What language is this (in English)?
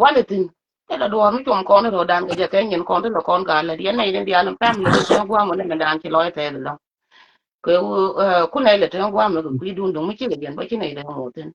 Nuer